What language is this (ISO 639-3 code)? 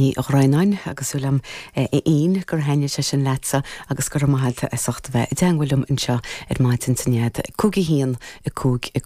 gle